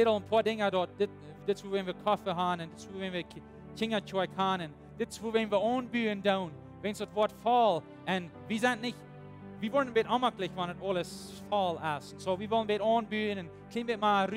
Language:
Plautdietsch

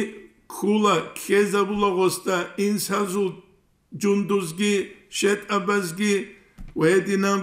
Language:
Avaric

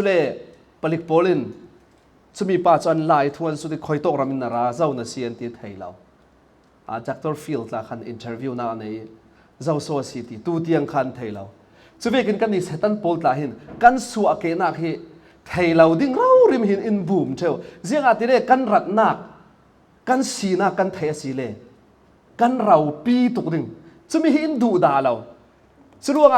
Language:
Falam Chin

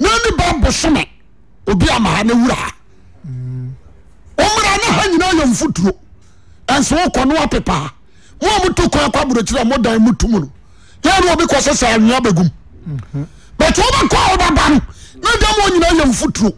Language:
Akan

